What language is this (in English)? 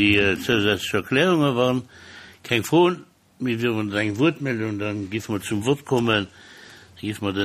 Luxembourgish